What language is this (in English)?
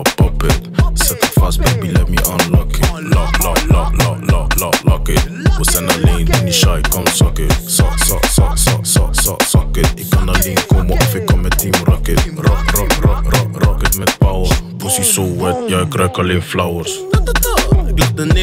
Dutch